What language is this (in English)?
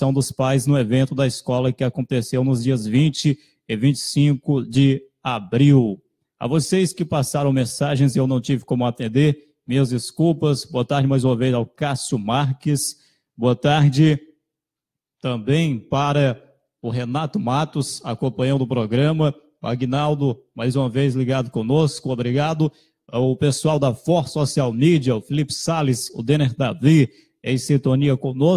Portuguese